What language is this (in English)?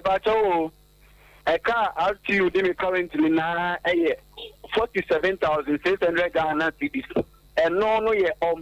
Akan